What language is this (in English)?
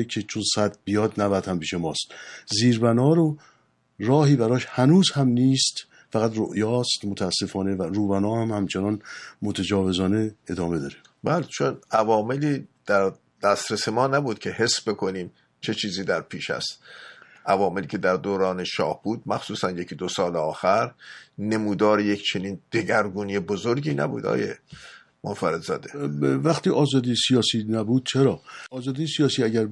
Persian